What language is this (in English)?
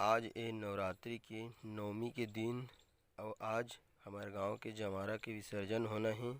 Chhattisgarhi